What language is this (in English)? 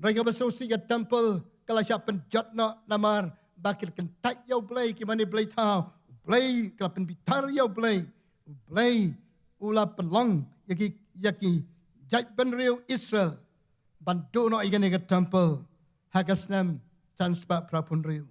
Khasi